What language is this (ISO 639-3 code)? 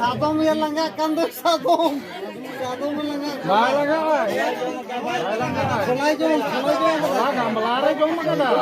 sat